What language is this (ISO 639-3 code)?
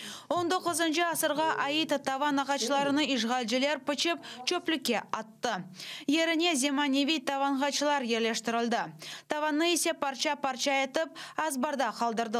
crh